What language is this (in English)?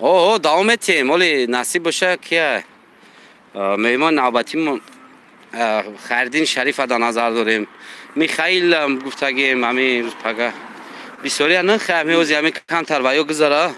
Tajik